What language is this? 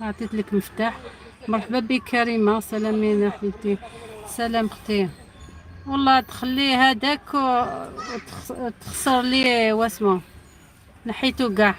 Algerian Arabic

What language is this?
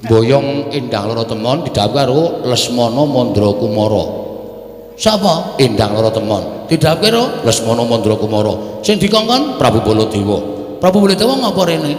Javanese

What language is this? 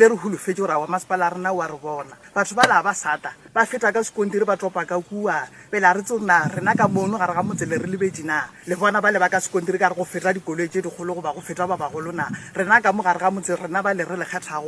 Northern Sotho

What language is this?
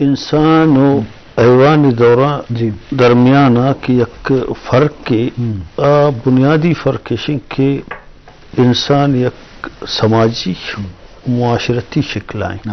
Eastern Balochi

